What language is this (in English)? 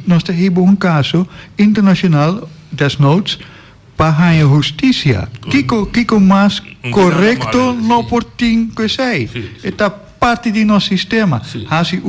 Papiamento